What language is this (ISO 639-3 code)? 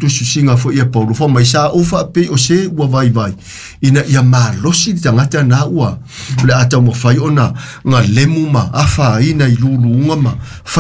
smo